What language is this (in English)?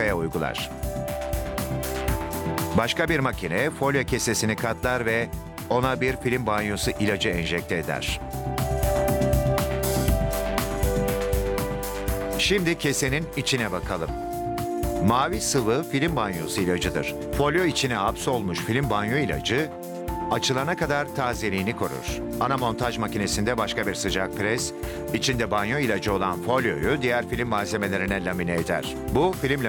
Turkish